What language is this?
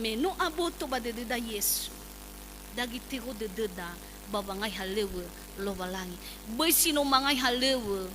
Nias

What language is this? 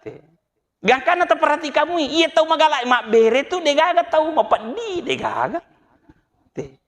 Buginese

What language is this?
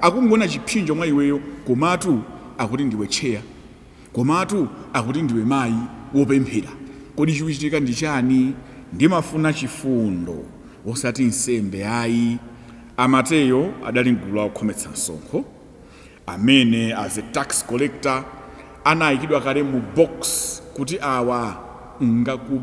Nyanja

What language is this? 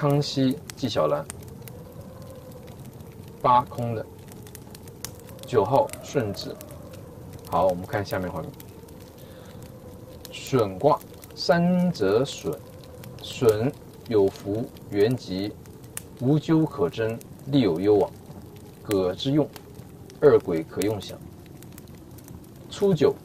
Chinese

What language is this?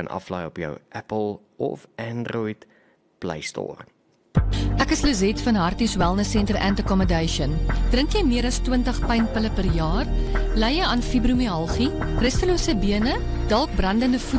Afrikaans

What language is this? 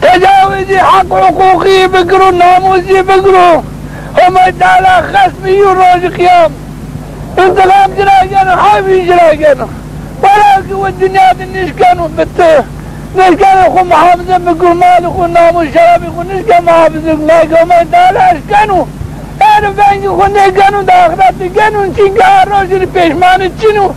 Zaza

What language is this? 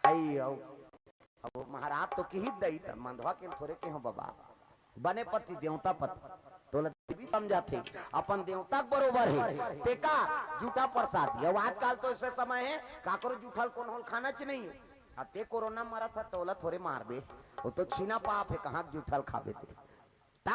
Chhattisgarhi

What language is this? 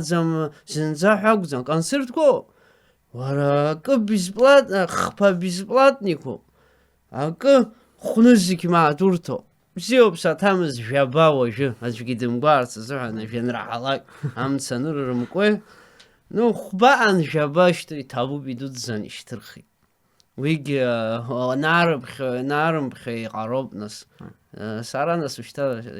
Abkhazian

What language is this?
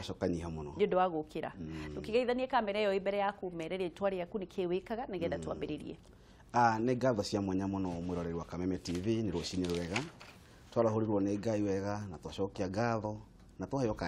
Kikuyu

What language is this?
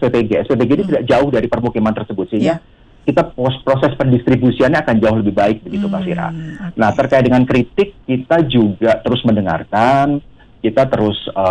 Indonesian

